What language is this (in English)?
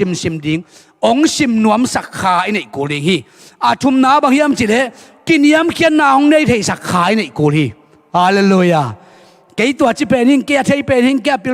Tedim Chin